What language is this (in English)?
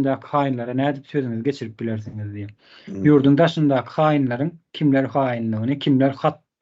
Turkmen